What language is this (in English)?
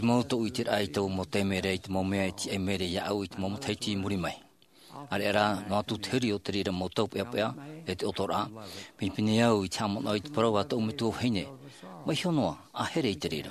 Tahitian